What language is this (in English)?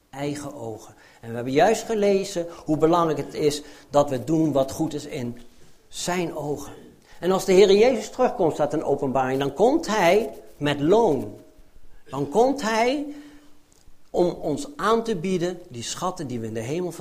Dutch